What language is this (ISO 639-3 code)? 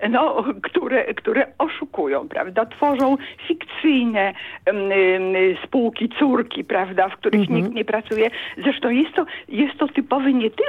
pol